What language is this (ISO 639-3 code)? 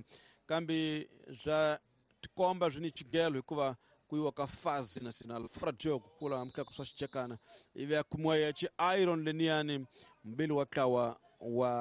tso